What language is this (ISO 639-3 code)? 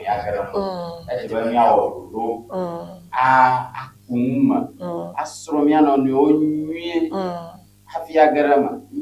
ewe